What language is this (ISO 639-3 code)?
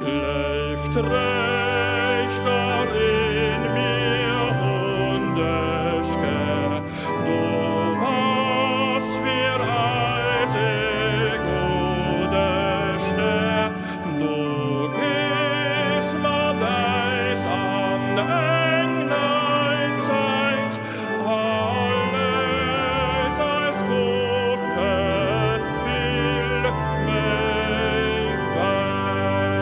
ltz